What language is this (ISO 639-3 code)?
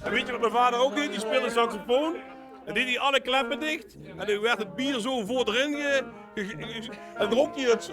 lim